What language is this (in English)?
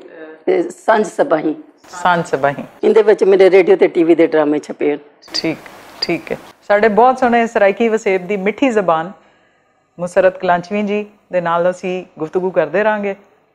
Western Panjabi